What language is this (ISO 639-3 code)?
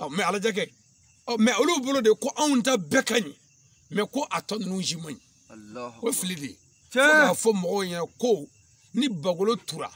bam